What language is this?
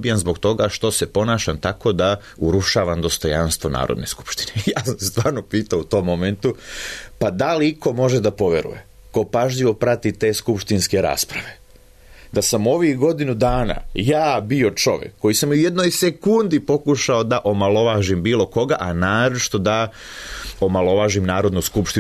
Serbian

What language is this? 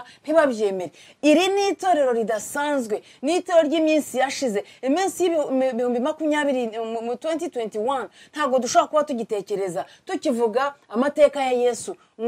Kinyarwanda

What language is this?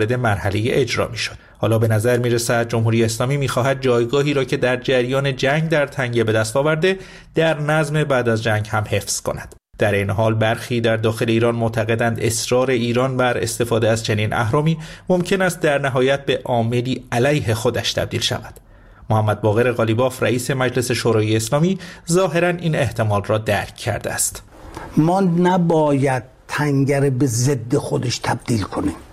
Persian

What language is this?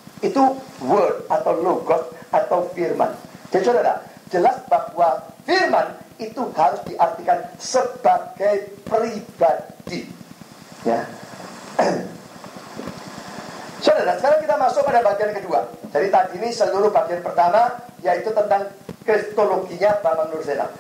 Indonesian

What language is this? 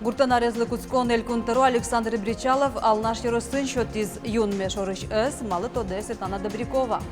Udmurt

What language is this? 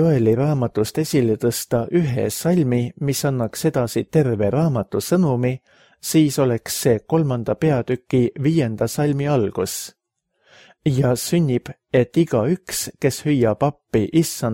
Estonian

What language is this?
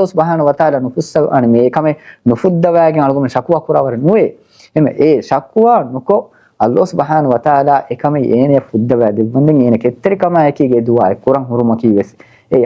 Divehi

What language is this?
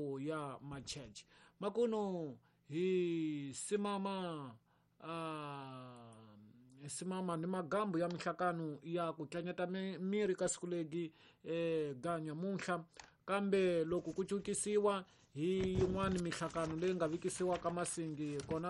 Tsonga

